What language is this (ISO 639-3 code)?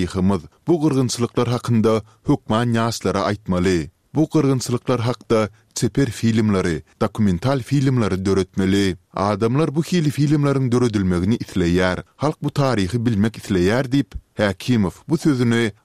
tuk